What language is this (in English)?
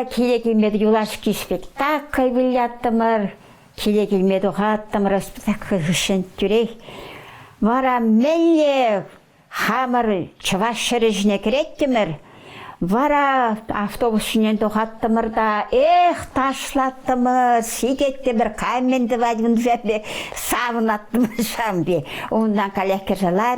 Chuvash